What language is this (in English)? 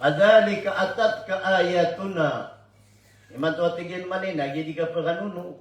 Maranao